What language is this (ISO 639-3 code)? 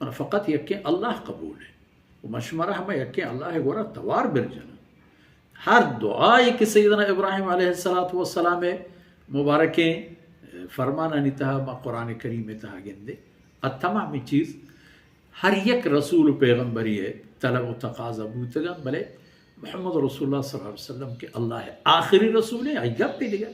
bal